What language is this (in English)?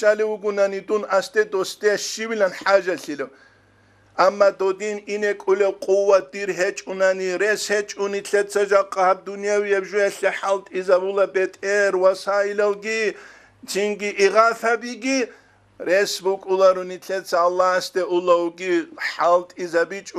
Avaric